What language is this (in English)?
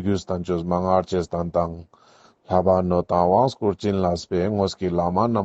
Ladakhi